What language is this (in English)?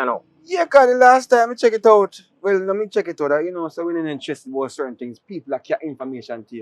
Jamaican Creole English